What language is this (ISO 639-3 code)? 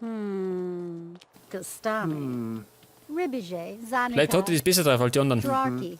bar